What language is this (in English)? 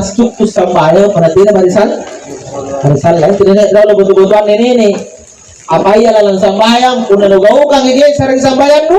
Makasar